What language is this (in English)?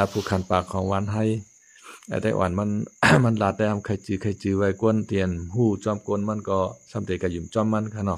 Shan